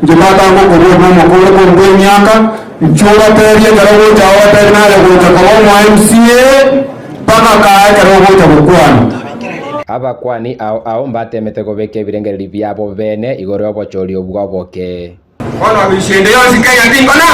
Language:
Gusii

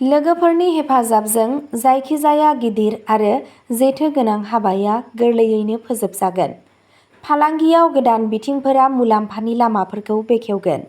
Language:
Bodo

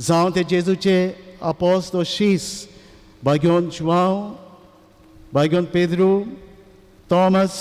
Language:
Konkani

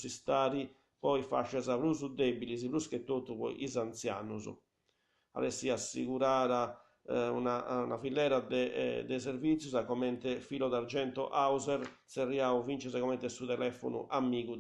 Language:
Sardinian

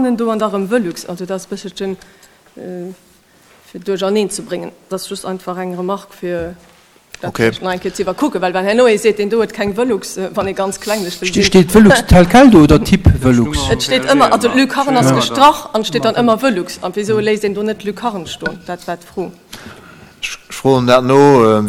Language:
Luxembourgish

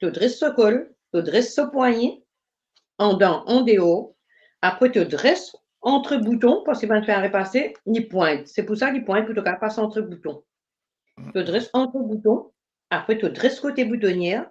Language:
Morisyen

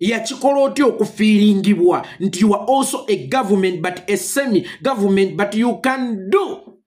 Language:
Ganda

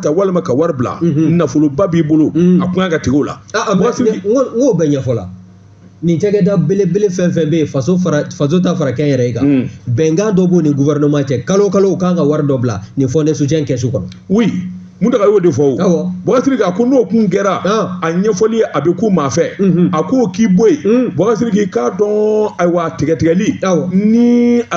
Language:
Bambara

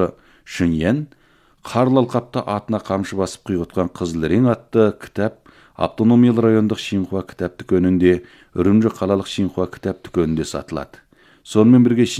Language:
Kazakh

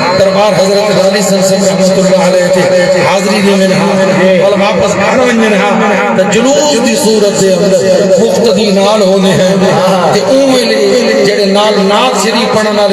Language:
Saraiki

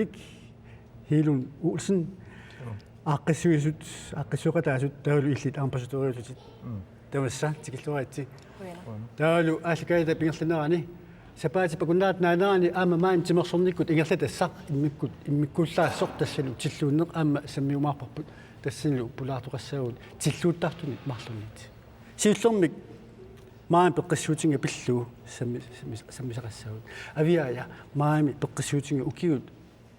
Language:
Kalaallisut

